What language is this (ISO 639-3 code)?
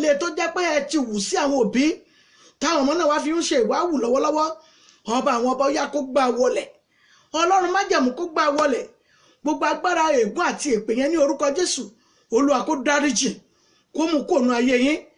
yor